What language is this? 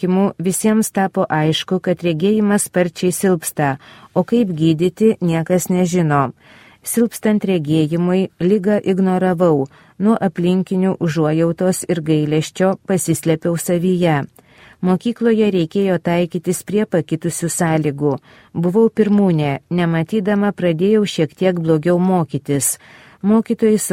Lithuanian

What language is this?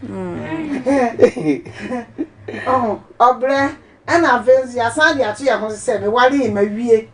Akan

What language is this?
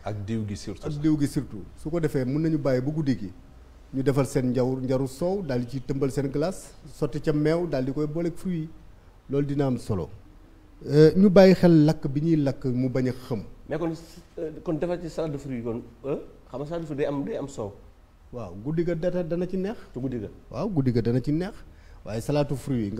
Wolof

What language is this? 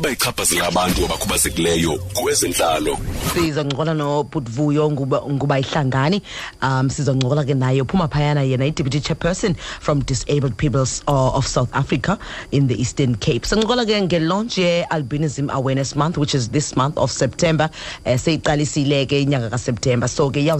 Xhosa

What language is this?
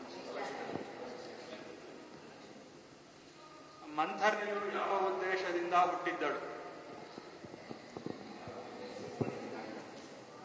Kannada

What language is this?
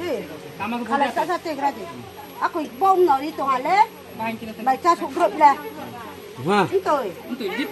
Riang (India)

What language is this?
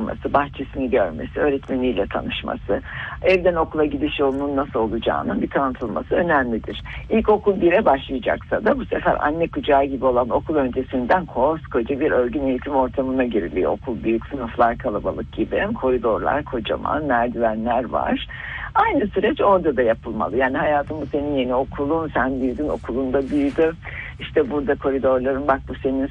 Turkish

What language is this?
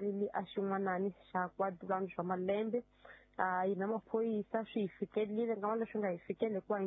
Tsonga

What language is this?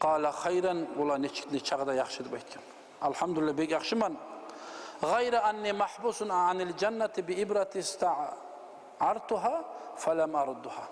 Kumyk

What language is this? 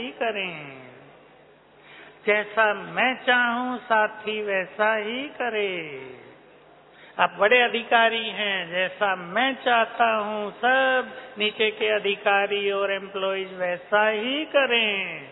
Hindi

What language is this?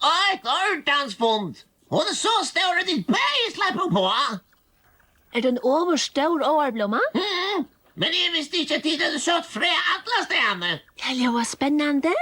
Faroese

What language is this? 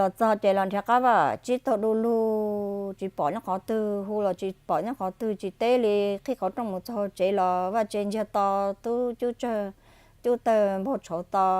Hmong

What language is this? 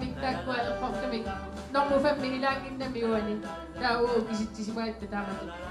Kalaallisut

